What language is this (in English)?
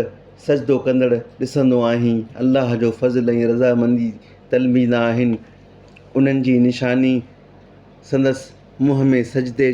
Sindhi